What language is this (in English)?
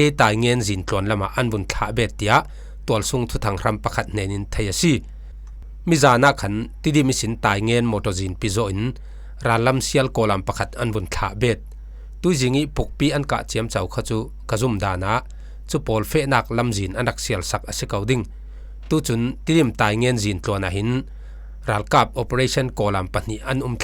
Falam Chin